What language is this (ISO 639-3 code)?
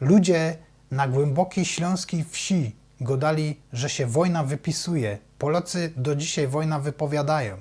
szl